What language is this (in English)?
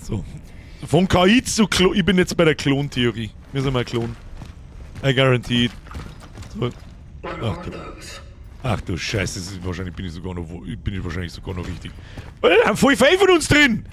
Bavarian